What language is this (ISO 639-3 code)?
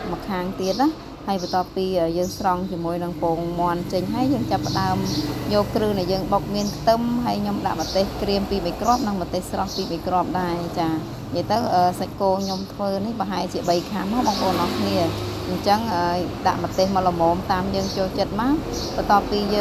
khm